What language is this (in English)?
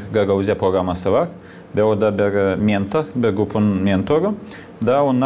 Gagauz